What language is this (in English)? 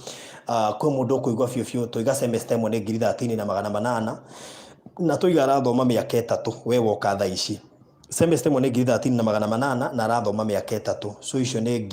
Kikuyu